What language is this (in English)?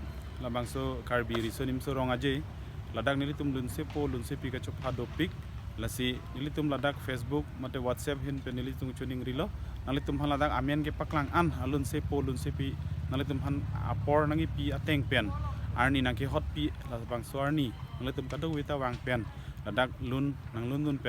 Karbi